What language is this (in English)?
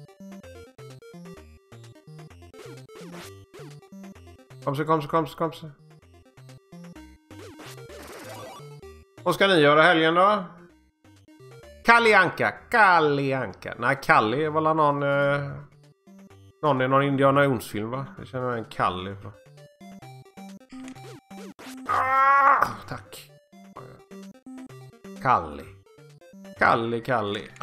Swedish